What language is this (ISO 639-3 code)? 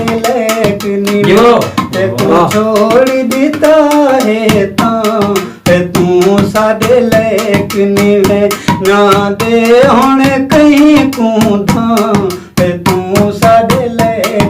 skr